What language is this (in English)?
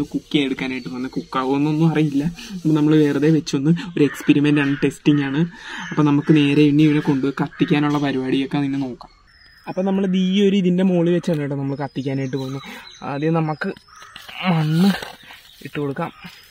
Malayalam